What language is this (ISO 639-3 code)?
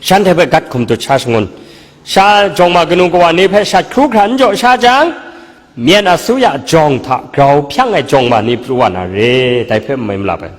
kac